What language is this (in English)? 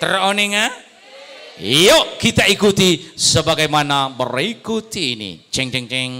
Madurese